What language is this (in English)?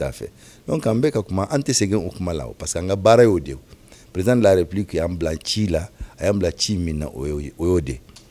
Bambara